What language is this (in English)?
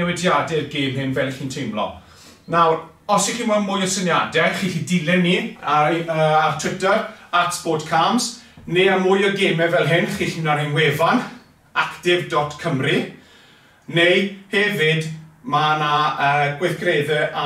Welsh